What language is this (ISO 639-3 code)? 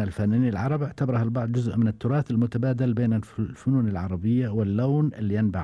afb